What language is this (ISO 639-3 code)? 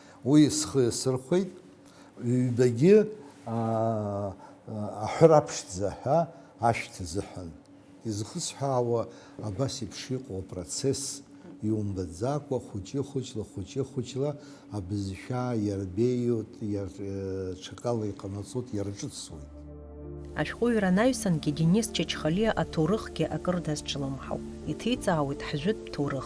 abk